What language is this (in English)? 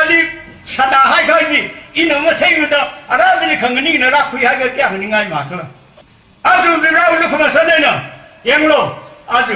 Tangkhul Naga (India)